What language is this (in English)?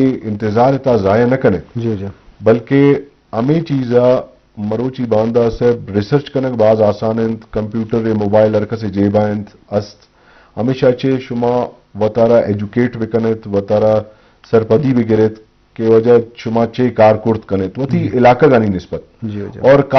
Eastern Balochi